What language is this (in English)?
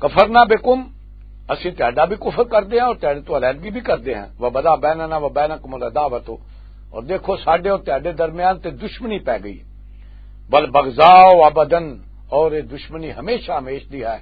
Western Panjabi